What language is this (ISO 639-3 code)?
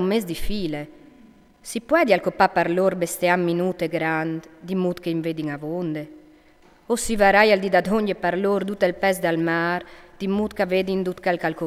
fur